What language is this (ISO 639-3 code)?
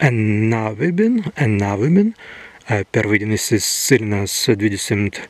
prg